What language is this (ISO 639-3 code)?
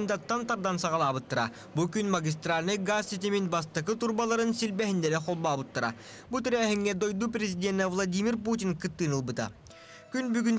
sah